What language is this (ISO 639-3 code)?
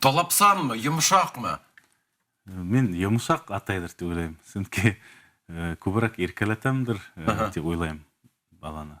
bak